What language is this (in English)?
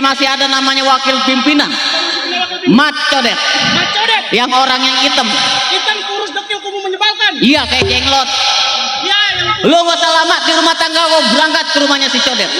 Betawi